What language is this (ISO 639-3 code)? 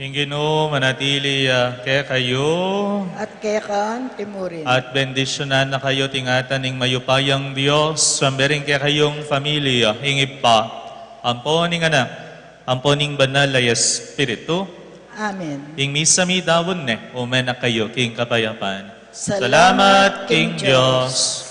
pam